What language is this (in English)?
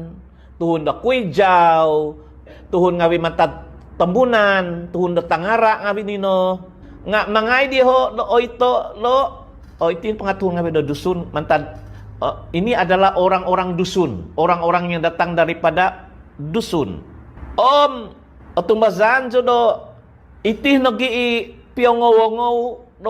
Central Dusun